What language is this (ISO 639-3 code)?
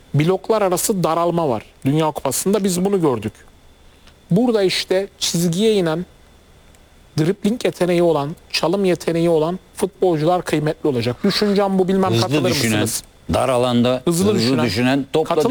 tur